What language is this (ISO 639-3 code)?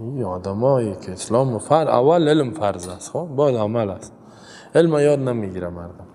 fas